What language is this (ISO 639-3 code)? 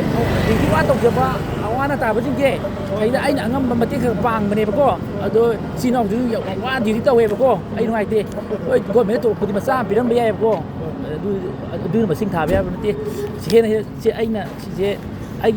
mni